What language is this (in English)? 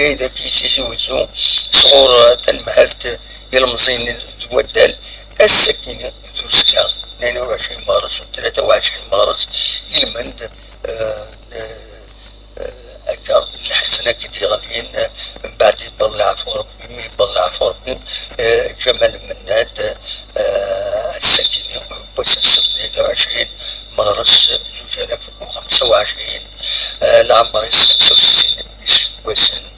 Kabyle